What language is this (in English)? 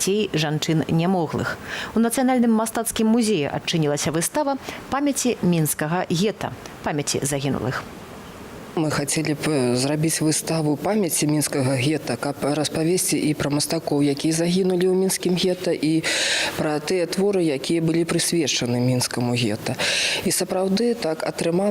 Belarusian